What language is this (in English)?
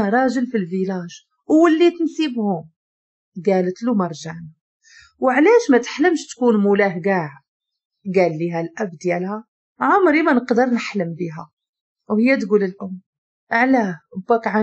Moroccan Arabic